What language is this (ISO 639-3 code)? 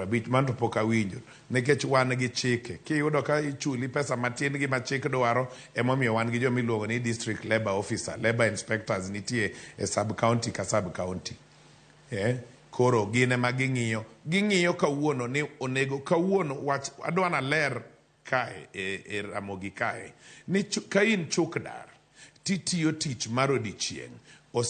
luo